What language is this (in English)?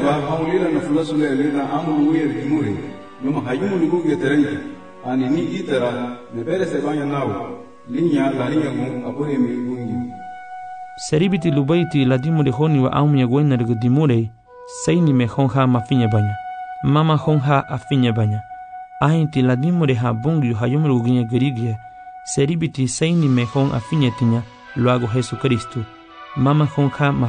Garifuna